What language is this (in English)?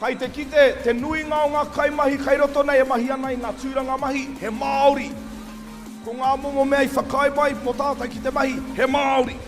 Māori